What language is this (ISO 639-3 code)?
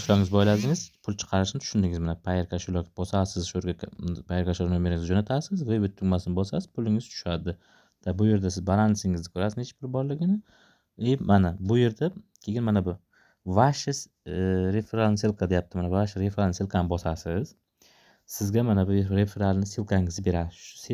uzb